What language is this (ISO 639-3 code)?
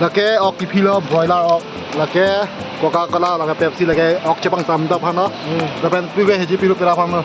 mjw